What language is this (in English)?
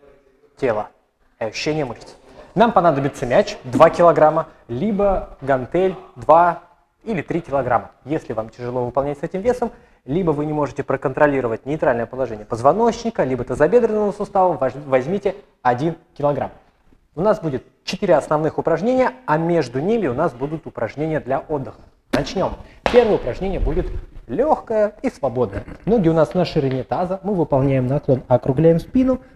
Russian